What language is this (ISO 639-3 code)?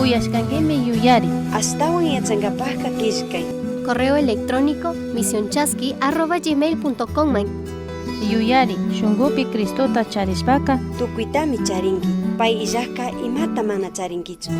qug